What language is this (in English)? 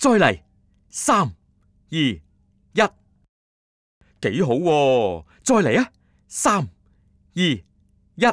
Cantonese